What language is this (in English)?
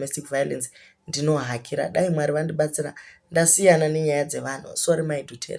Shona